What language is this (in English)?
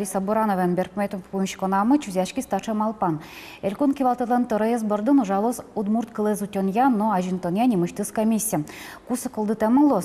Udmurt